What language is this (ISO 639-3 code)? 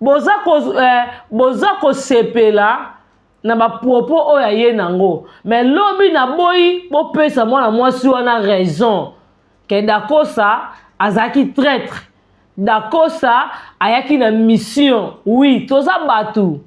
lin